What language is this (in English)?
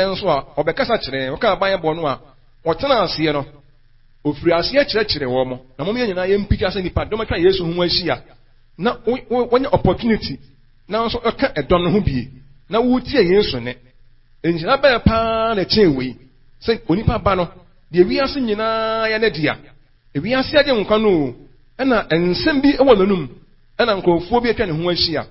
Akan